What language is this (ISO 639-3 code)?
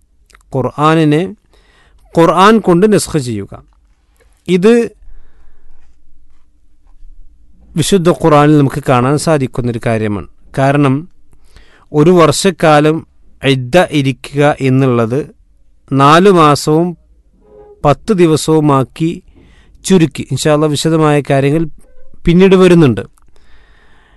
mal